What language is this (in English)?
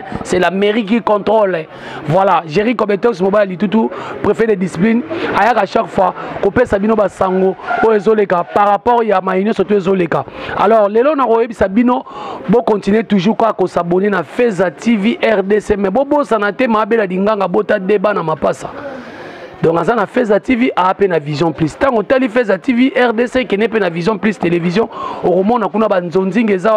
Lingala